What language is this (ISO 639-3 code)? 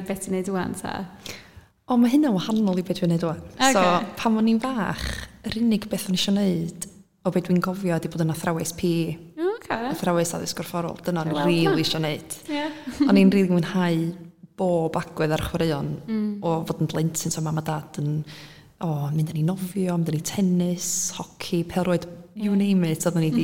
cym